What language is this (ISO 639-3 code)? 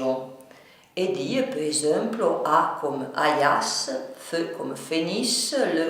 frp